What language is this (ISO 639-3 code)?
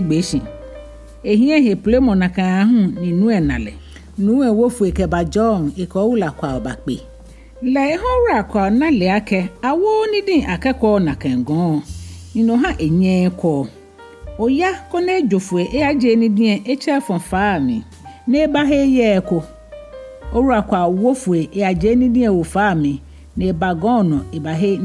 gaa